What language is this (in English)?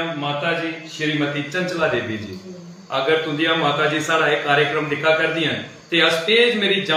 Dogri